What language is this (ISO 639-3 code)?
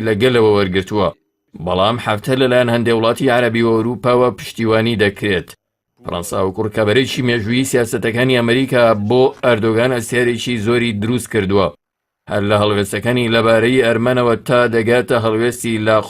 ckb